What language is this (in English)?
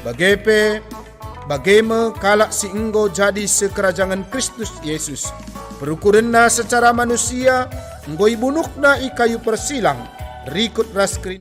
Batak Karo